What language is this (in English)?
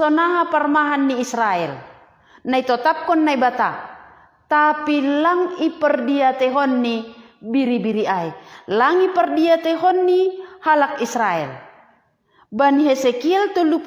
Batak Simalungun